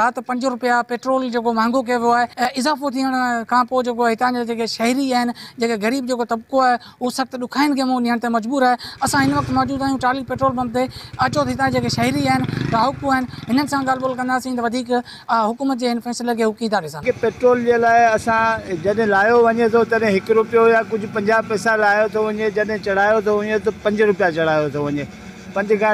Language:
Sindhi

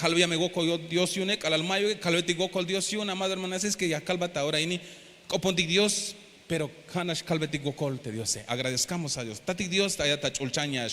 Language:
Tzeltal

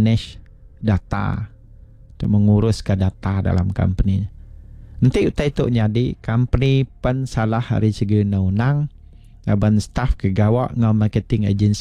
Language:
Iban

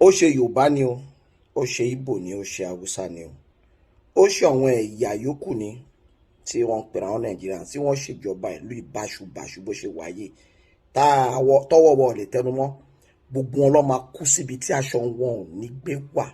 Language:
Yoruba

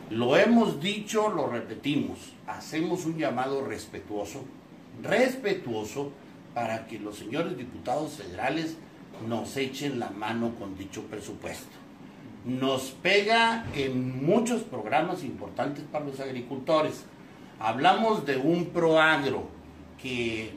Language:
Spanish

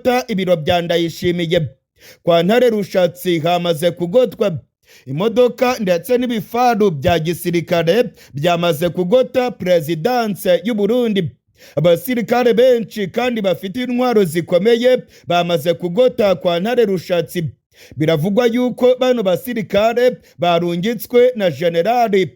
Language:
Rundi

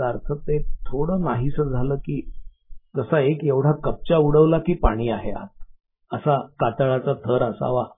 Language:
Marathi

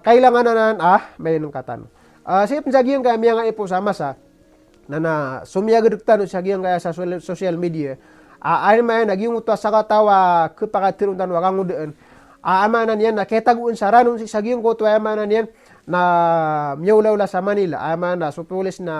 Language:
Maranao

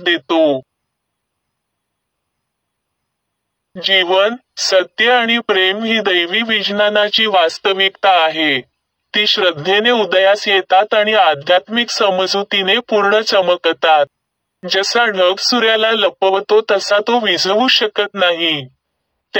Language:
Marathi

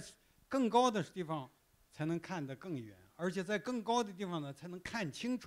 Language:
Chinese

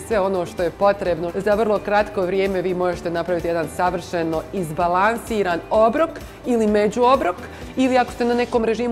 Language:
Croatian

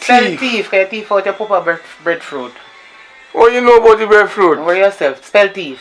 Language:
Jamaican Creole English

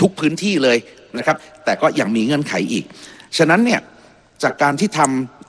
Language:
Thai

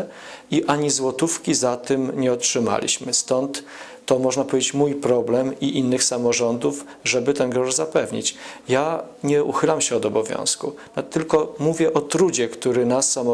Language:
Polish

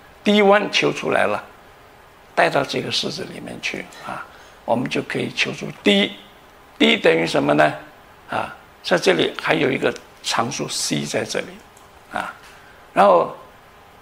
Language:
Chinese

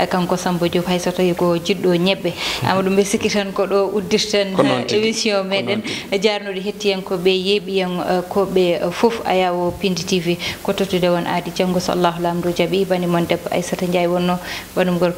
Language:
Fula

